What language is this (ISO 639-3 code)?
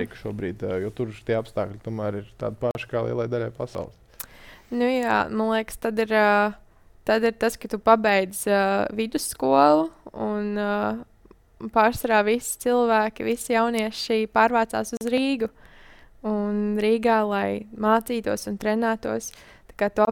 lav